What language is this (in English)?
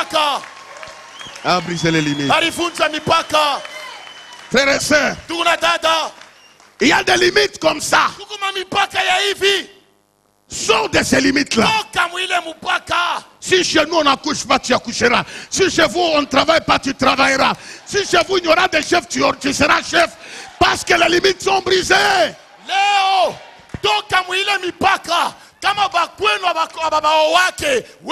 Swahili